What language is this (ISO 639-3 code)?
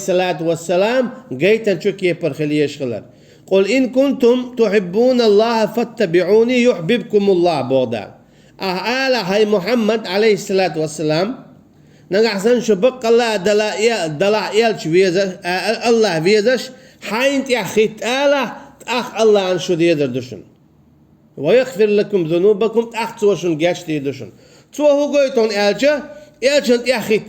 che